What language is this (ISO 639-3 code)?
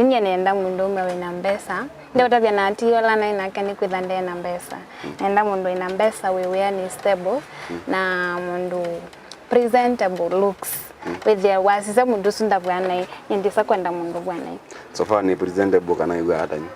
kam